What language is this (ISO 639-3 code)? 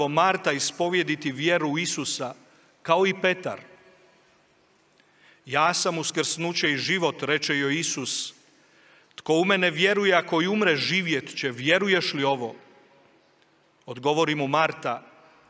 hrv